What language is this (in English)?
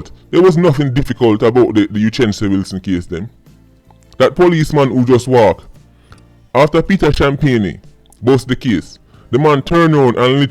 Jamaican Creole English